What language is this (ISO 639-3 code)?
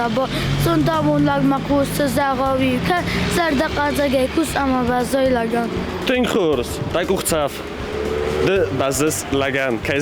oss